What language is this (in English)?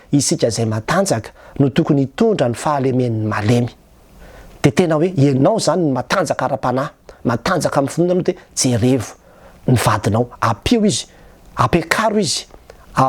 Malagasy